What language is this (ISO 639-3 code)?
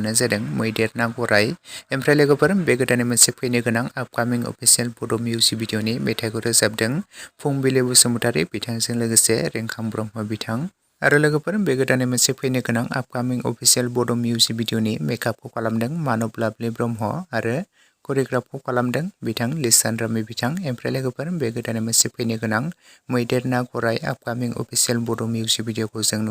brx